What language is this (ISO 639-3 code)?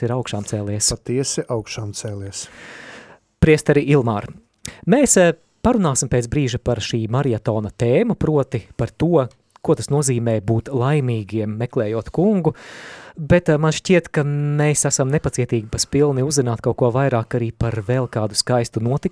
lav